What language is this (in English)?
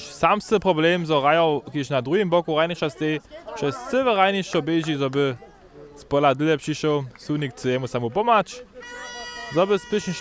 Upper Sorbian